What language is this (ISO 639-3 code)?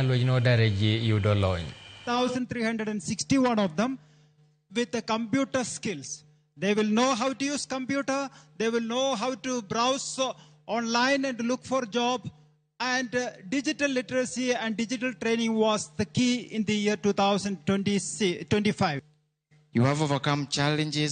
luo